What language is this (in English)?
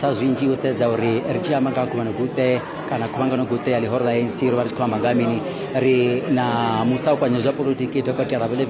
Venda